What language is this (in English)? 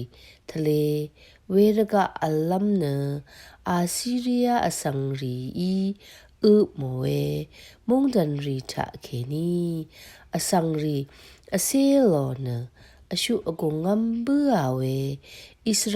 Rawang